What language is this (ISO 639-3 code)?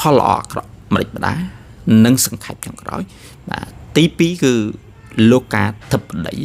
khm